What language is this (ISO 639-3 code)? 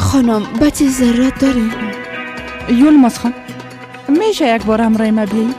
fas